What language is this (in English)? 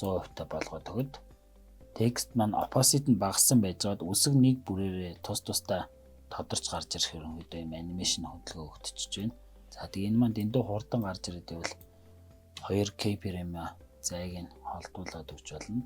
Mongolian